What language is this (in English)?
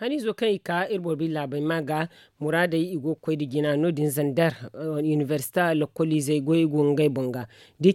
Zarma